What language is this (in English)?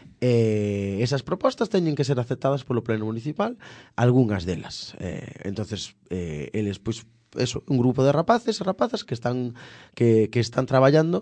Galician